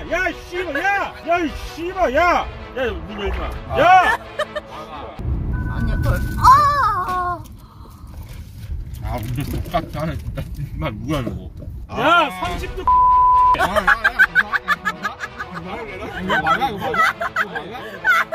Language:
Korean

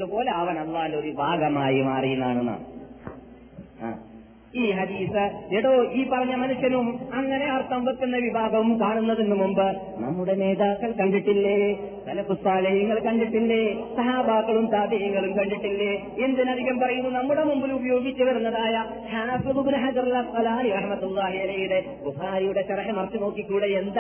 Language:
Malayalam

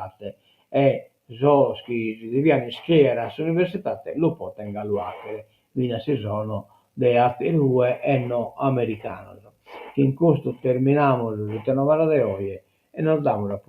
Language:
Sardinian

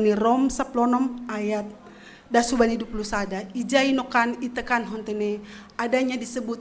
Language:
Batak Simalungun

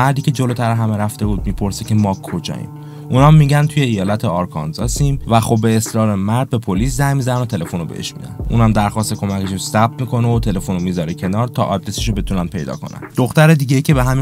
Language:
Persian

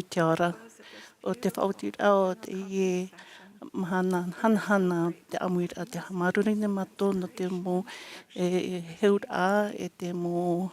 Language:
Tahitian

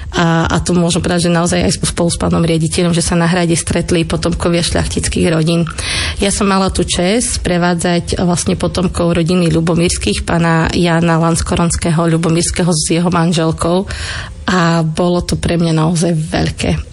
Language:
Slovak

